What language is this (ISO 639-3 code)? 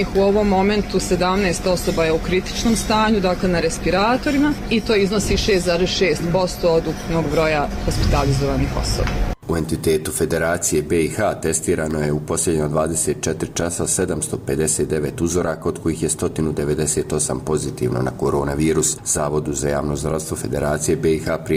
bos